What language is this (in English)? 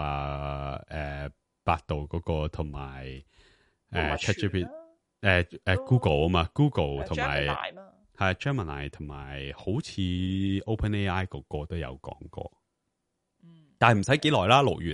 Cantonese